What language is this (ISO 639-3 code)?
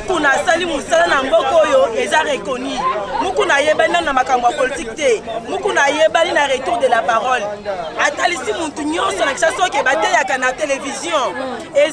lin